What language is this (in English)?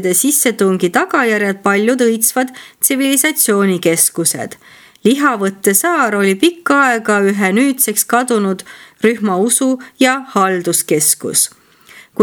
Estonian